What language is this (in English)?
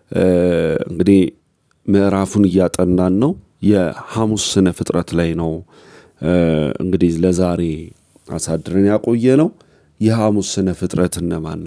Amharic